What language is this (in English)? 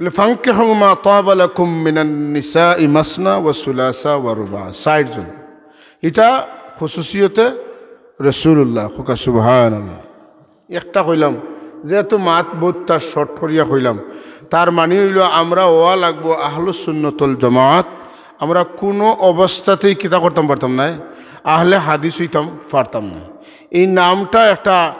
Sylheti